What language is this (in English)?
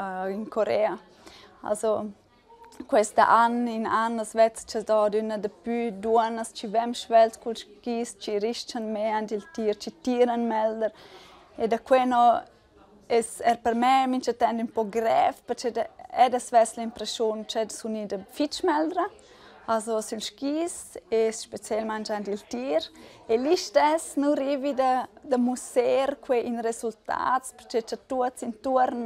Romansh